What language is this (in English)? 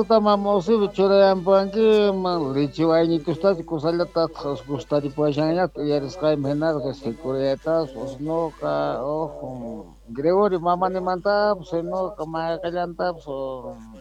Quechua